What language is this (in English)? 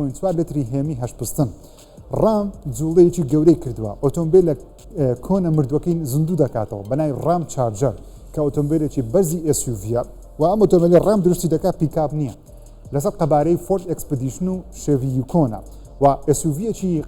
Central Kurdish